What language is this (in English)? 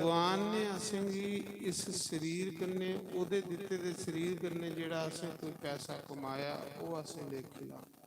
Dogri